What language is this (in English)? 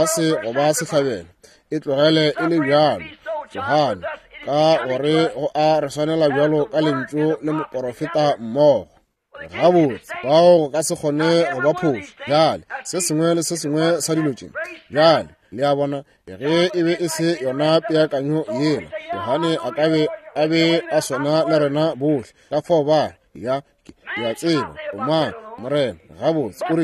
Northern Sotho